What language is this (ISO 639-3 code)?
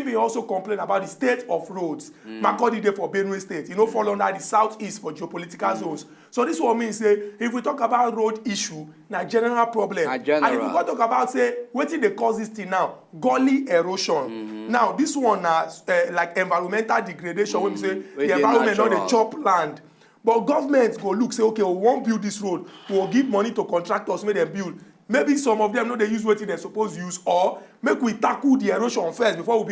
pcm